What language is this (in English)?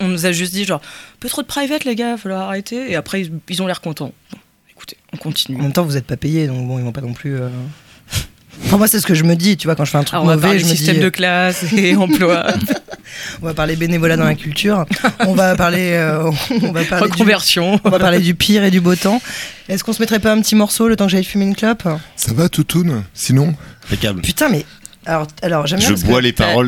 French